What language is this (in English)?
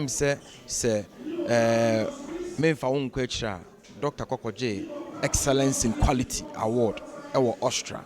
Akan